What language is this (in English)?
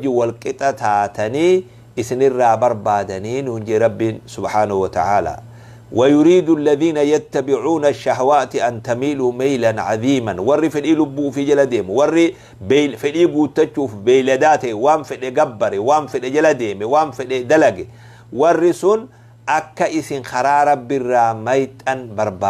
Oromo